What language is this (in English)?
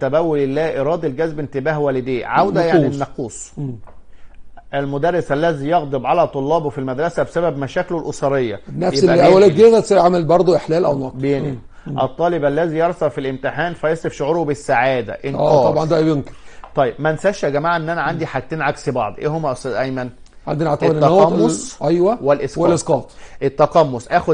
Egyptian Arabic